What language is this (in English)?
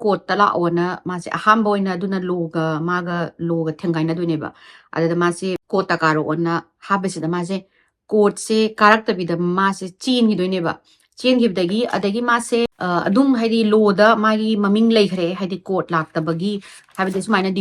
Manipuri